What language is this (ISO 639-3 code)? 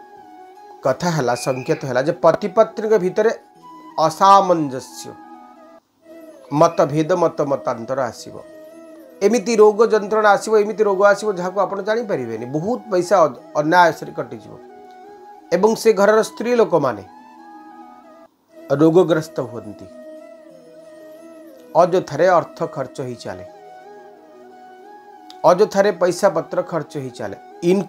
ori